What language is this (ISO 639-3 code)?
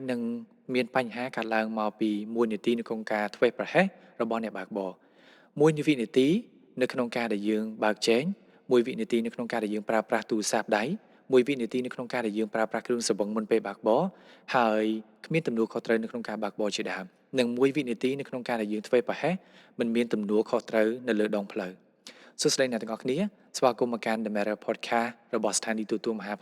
khm